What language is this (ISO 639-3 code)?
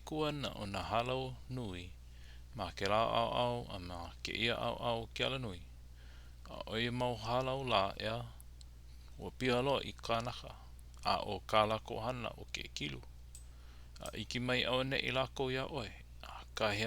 haw